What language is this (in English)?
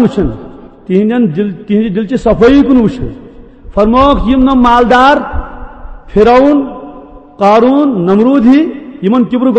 Kashmiri